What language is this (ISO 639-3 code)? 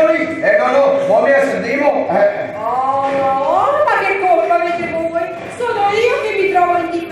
nap